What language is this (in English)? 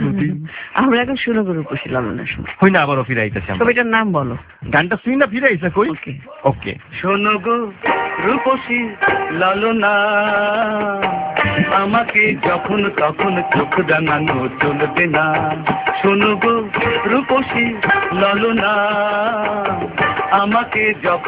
Bangla